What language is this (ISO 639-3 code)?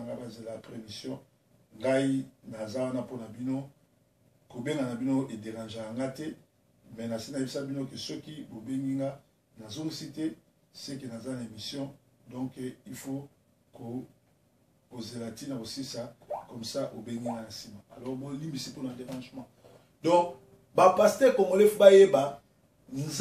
lin